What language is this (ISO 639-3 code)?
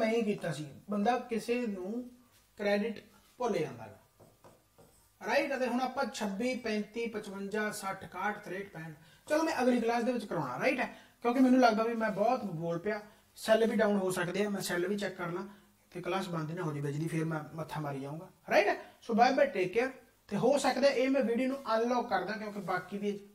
pan